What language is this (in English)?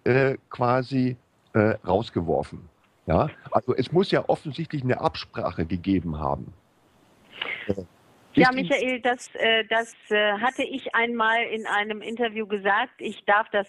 German